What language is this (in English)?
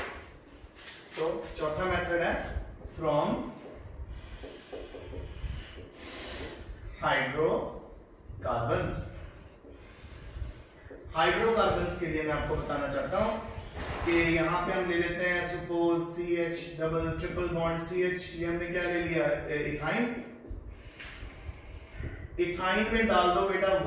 Hindi